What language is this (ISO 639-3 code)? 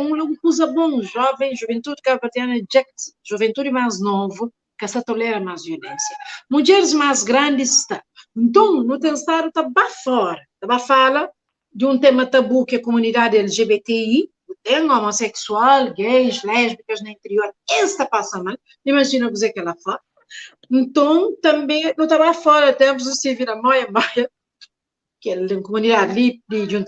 kea